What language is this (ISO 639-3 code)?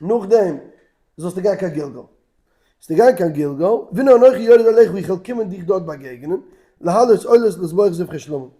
yid